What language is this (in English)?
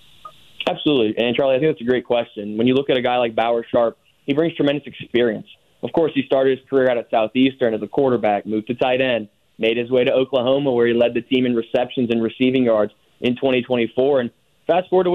English